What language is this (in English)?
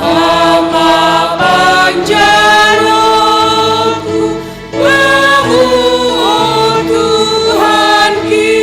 Batak Simalungun